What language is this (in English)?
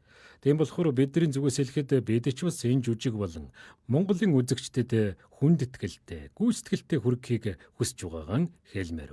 Mongolian